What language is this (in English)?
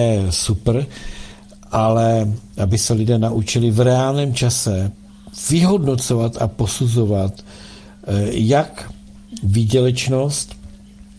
Czech